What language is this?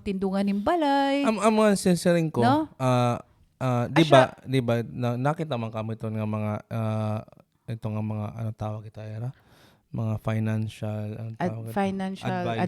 Waray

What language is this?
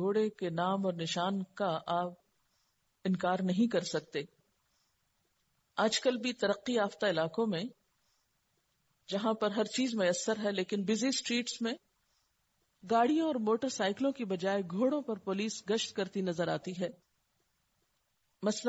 Urdu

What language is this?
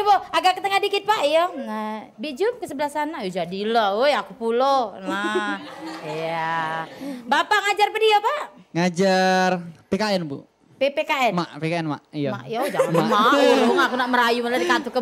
Musi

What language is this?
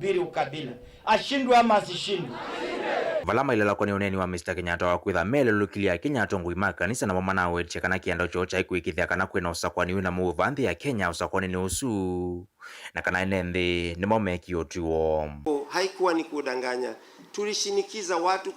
Kamba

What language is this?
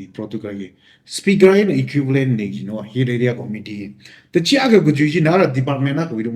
Tangkhul Naga (India)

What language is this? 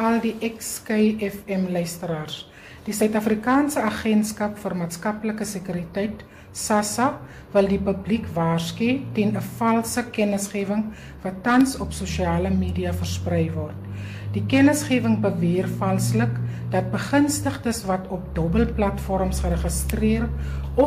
Afrikaans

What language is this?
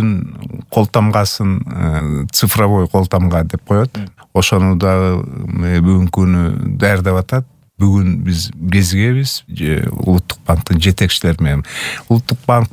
Kyrgyz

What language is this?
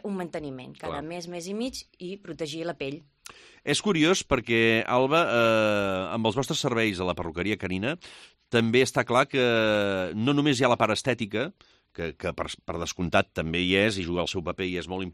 Catalan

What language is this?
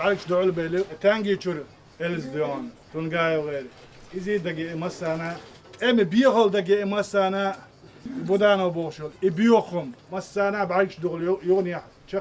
Chechen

